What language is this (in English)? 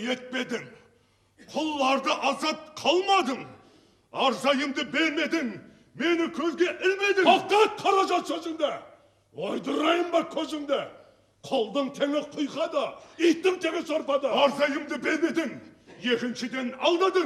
Kara-Kalpak